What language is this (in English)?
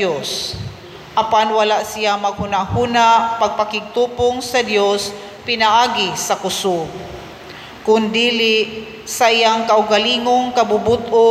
Cebuano